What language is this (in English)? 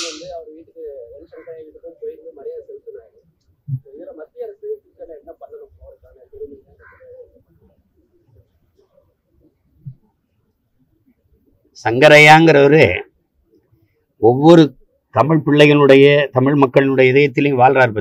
Tamil